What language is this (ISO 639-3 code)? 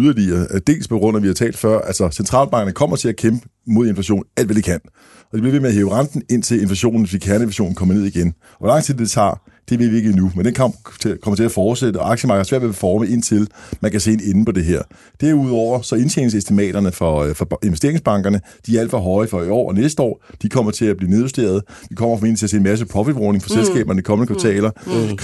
dan